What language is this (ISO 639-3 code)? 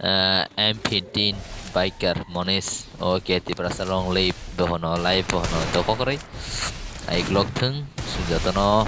trp